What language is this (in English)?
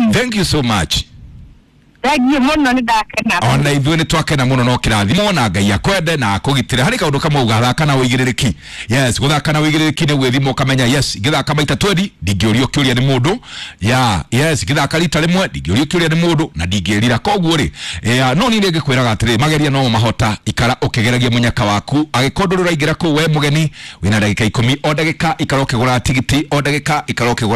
Kikuyu